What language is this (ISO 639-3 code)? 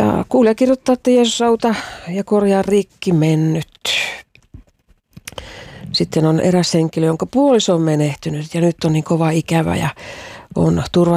fin